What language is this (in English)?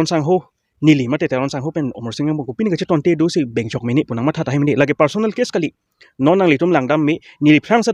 Karbi